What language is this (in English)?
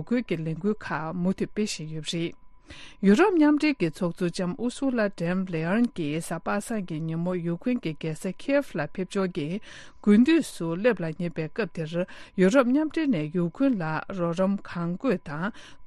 Tibetan